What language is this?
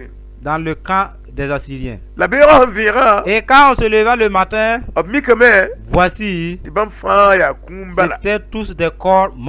Mossi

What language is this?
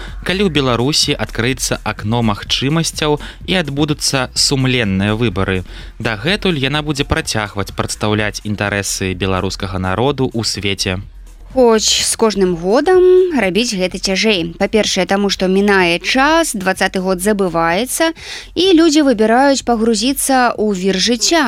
Belarusian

